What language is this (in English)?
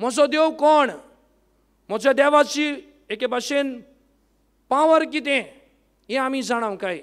Konkani